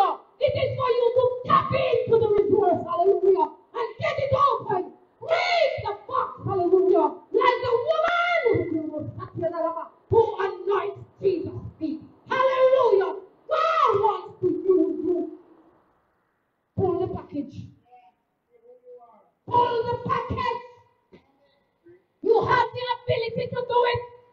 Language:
English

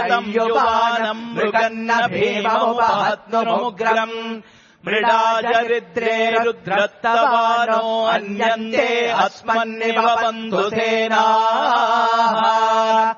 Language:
Sanskrit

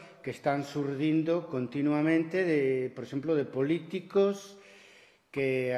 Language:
Galician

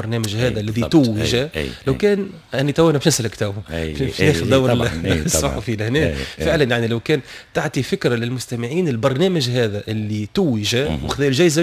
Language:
Tunisian Arabic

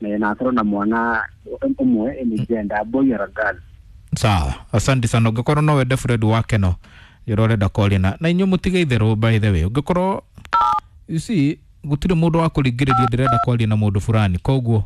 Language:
Kikuyu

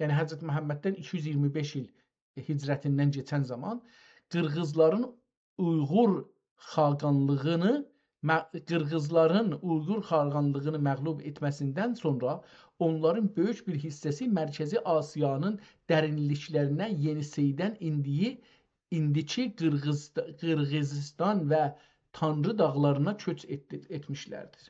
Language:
South Azerbaijani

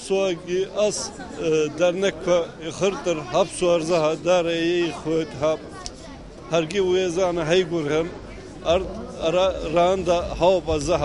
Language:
Abkhazian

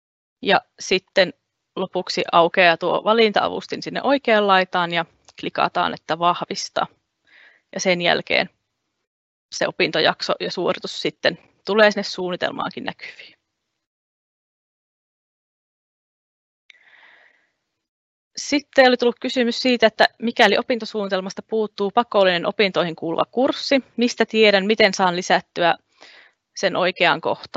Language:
Finnish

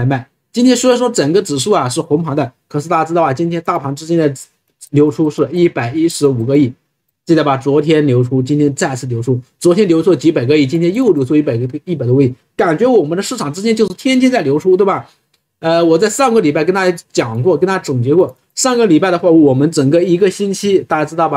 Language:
Chinese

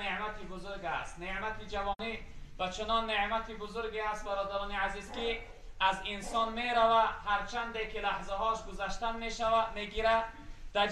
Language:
Tajik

